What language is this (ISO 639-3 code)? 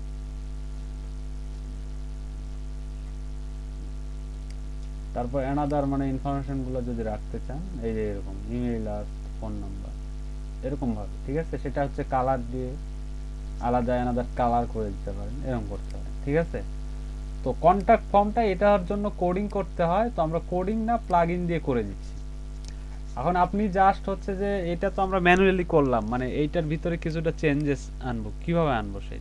ben